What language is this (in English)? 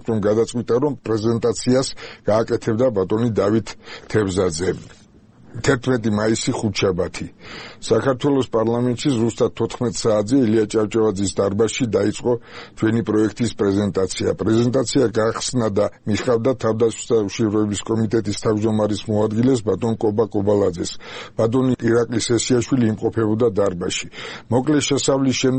Georgian